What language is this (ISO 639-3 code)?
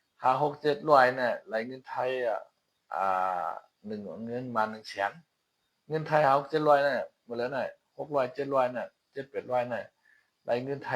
shn